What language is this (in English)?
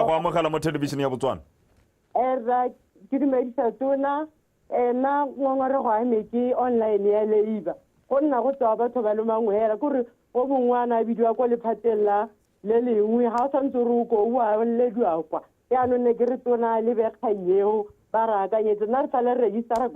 Tswana